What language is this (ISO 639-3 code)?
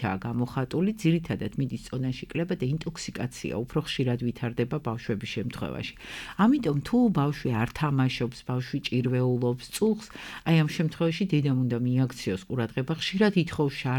kat